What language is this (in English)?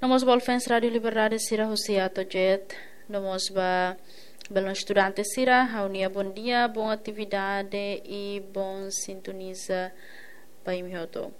Tetum